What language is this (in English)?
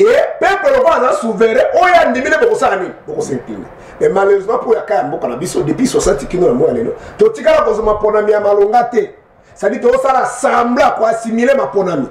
Lingala